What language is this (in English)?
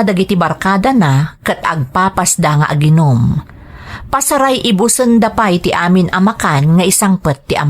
Iloko